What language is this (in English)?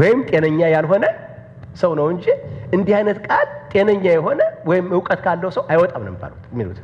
Amharic